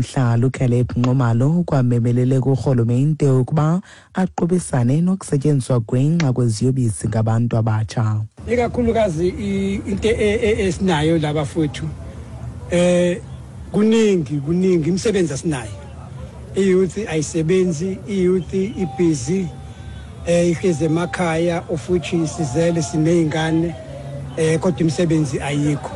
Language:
Xhosa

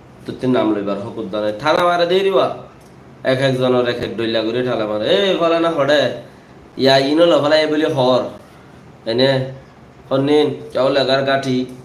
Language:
Rohingya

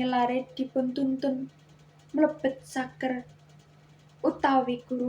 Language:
Javanese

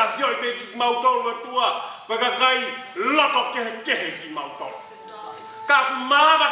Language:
Tongan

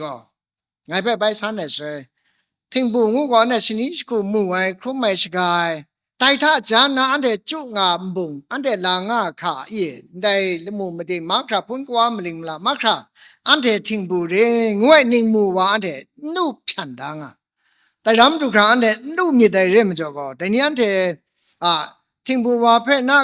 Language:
Kachin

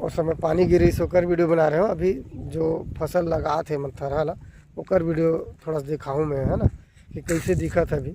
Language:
Chhattisgarhi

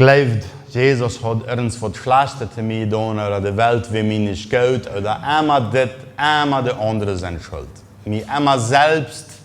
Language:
Plautdietsch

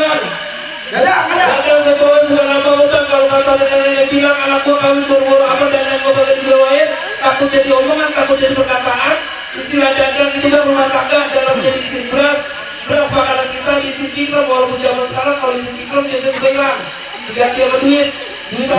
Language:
Betawi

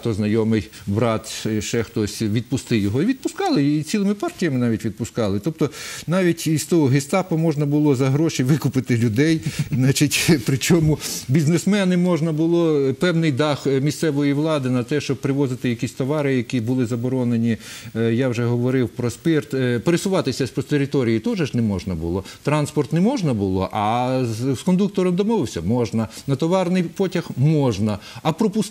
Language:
Ukrainian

